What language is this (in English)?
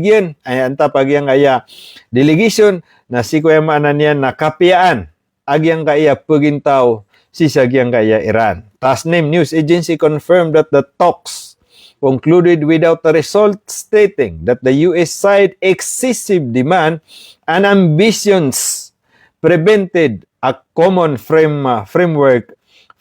Maranao